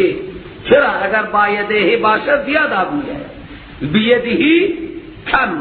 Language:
Persian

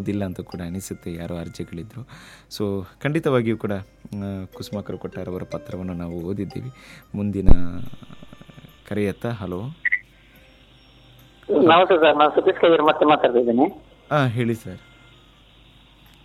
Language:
Kannada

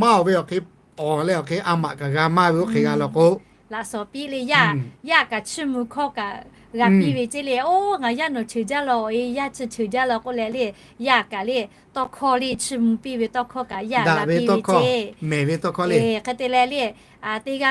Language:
Lahu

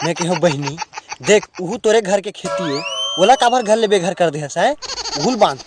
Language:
Chhattisgarhi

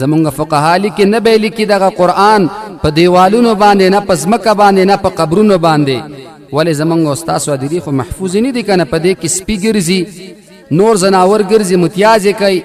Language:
Pashto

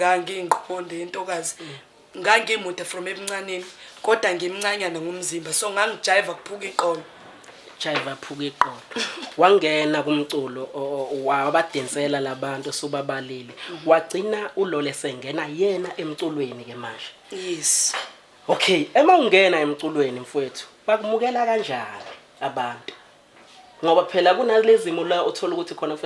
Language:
Zulu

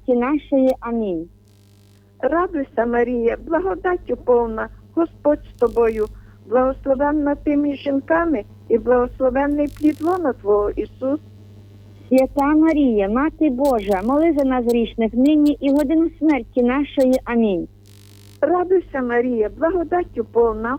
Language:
Ukrainian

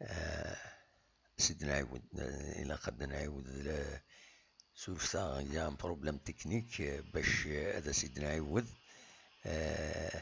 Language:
Kabyle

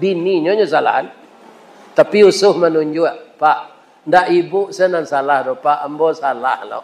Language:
Minangkabau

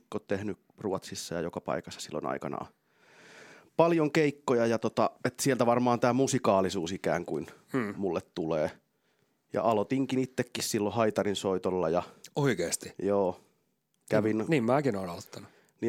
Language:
Finnish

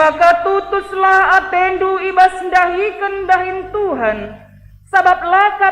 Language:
Batak Karo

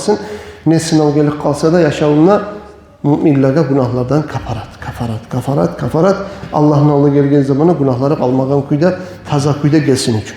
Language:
Kumyk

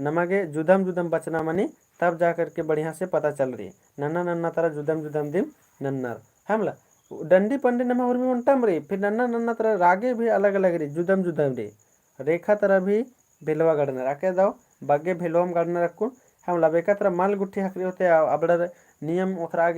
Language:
Kurukh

